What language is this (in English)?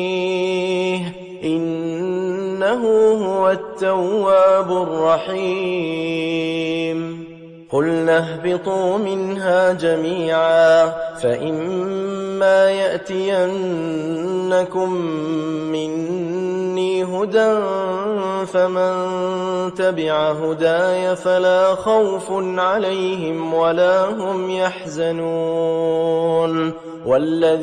Arabic